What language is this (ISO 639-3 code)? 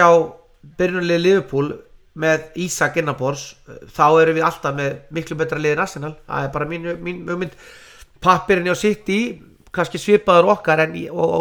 isl